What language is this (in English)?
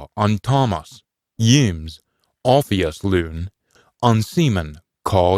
Scots